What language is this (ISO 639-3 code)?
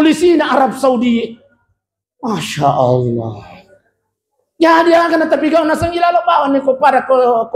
bug